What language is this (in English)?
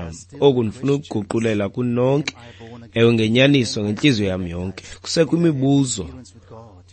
Xhosa